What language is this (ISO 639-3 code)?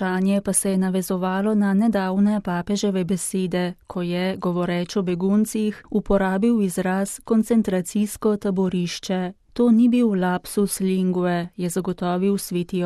slv